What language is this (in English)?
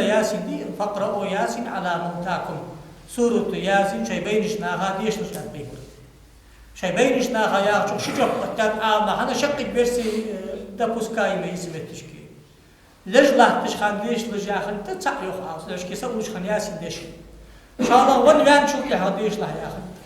Ingush